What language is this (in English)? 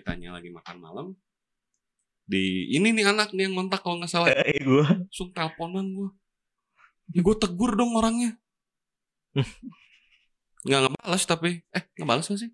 Indonesian